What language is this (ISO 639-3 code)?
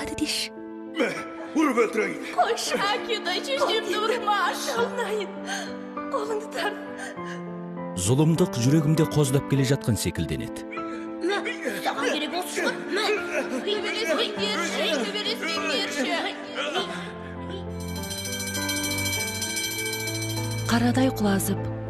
kaz